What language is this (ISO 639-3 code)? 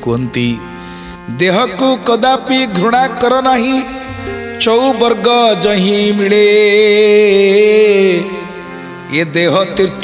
ori